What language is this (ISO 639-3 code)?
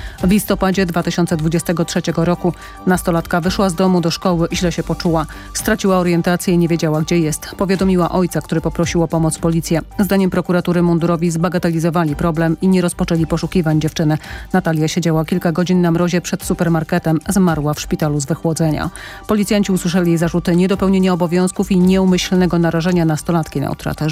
pol